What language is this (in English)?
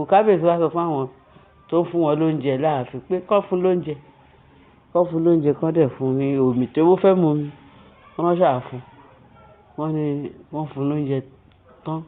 Yoruba